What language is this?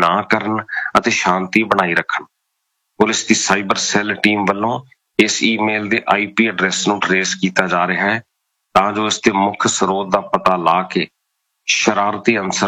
Punjabi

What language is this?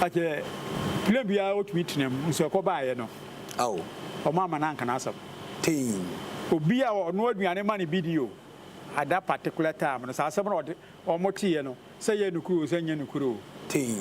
Akan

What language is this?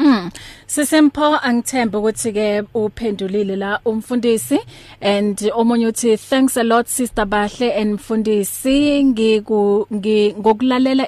English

